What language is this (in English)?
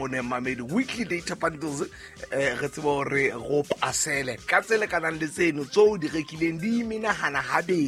Southern Sotho